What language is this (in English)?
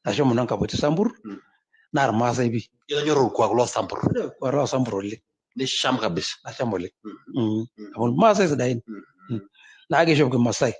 Masai